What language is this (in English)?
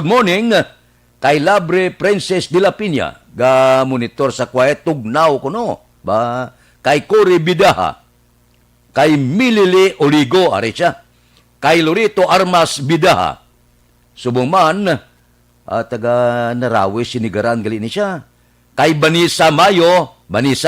Hiligaynon